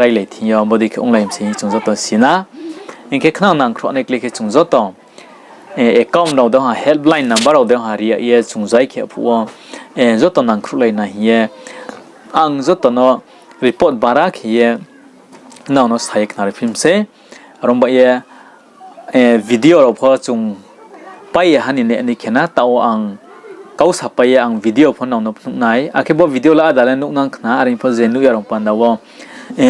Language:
Riang (India)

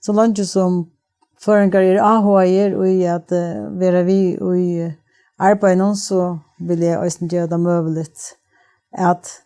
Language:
Faroese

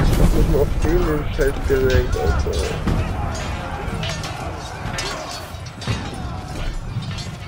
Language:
German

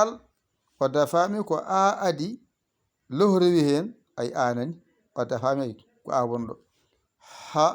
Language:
Fula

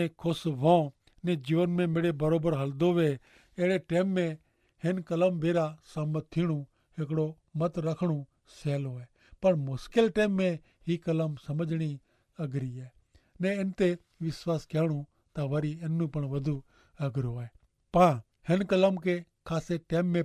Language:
Kachhi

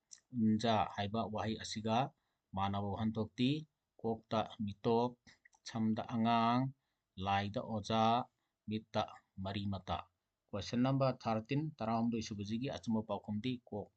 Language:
Manipuri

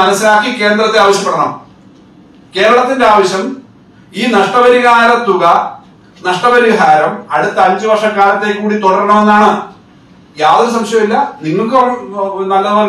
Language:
Malayalam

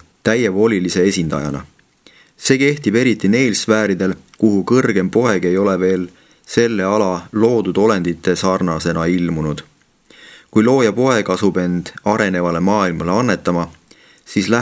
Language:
Estonian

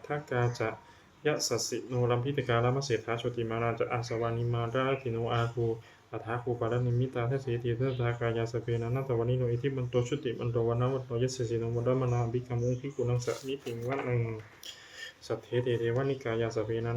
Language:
Pali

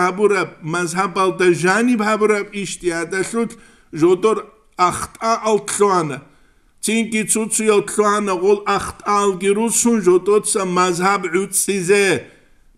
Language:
Avaric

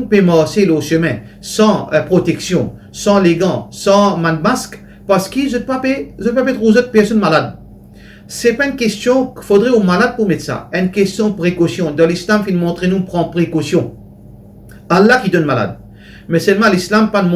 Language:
Morisyen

